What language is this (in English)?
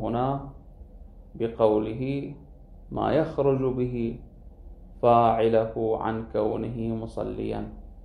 Arabic